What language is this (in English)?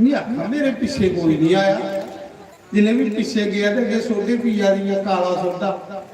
Dogri